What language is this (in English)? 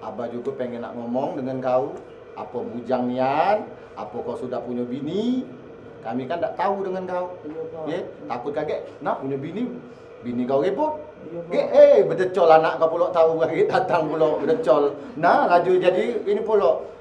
Musi